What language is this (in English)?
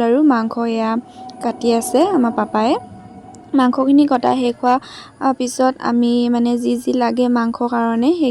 Assamese